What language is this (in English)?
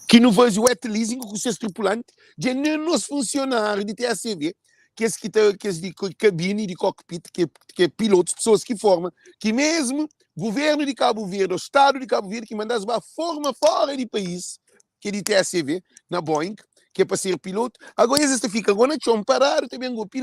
Kabuverdianu